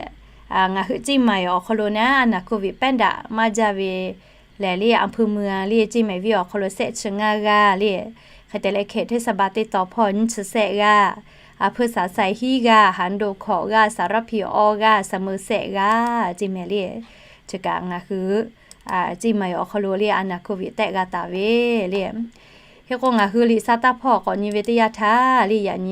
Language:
Lahu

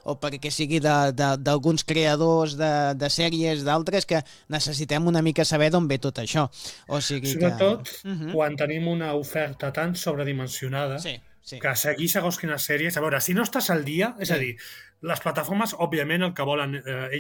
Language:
Catalan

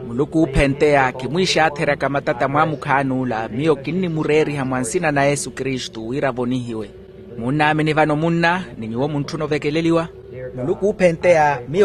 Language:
Makhuwa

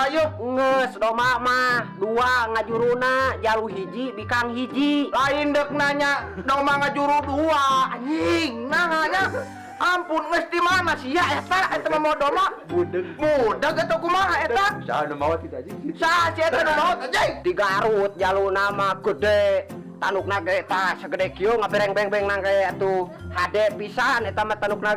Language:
Sundanese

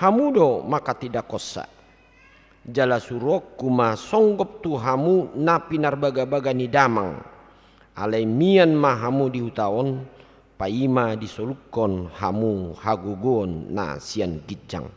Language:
Batak Toba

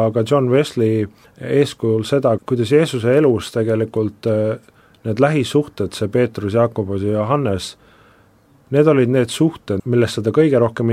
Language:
Estonian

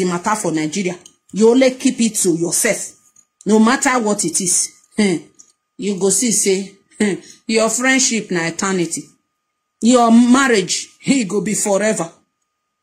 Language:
Nigerian Pidgin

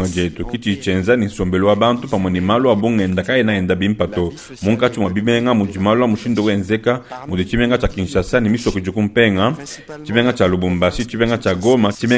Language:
Luba-Lulua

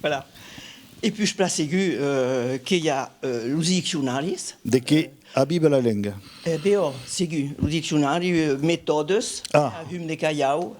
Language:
Occitan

